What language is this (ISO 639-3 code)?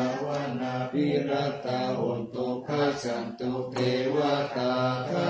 pli